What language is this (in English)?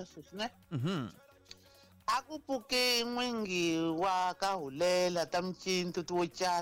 Tsonga